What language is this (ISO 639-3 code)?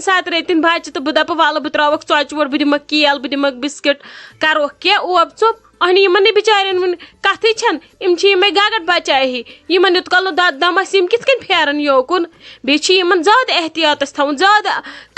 kas